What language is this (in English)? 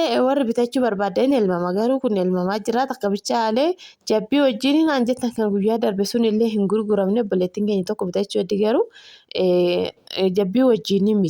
Oromo